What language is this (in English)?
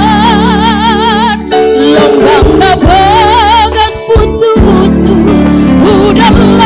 Batak Simalungun